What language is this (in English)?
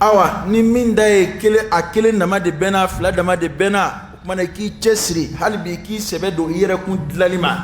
Dyula